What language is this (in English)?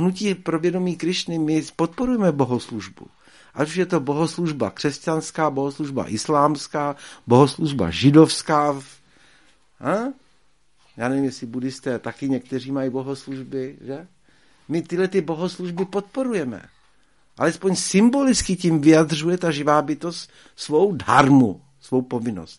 Czech